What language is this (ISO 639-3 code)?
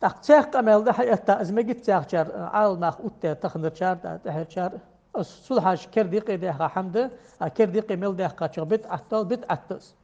inh